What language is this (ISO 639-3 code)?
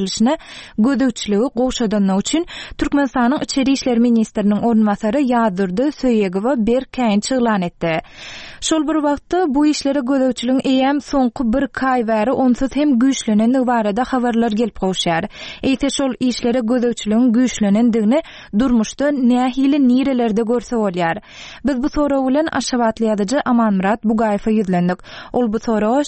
tuk